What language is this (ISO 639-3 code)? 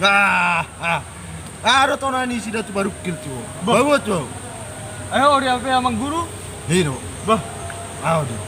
bbc